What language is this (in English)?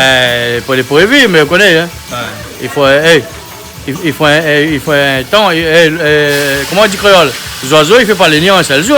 Réunion Creole French